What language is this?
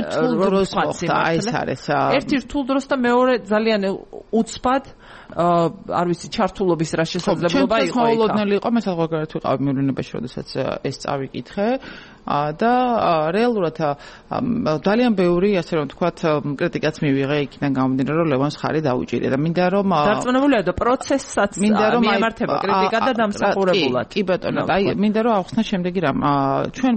Georgian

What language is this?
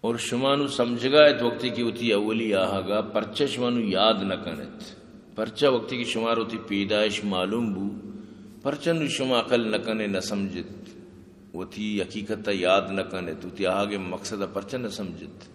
Eastern Balochi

